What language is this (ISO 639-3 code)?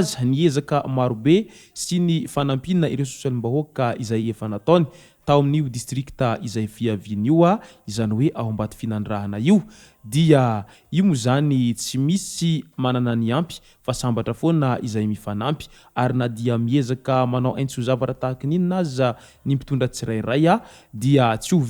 mlg